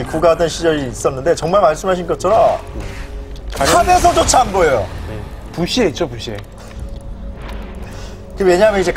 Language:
Korean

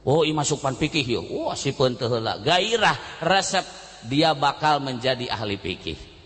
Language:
Sundanese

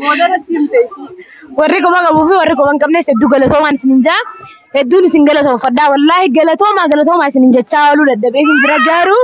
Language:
Oromo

